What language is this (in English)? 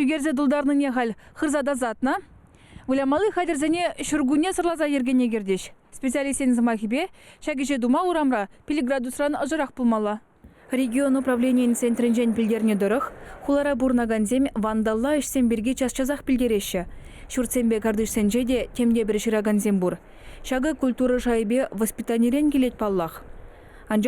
Chuvash